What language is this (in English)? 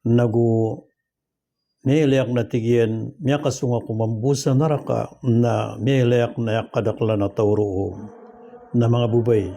Maranao